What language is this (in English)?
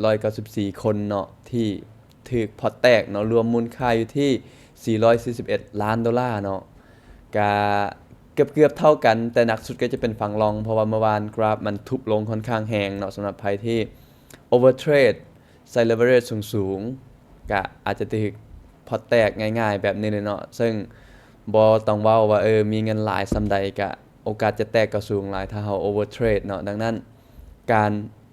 Lao